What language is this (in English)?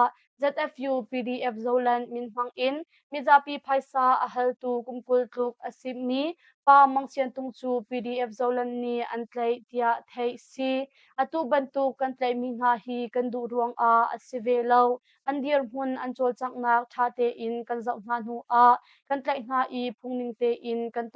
Hakha Chin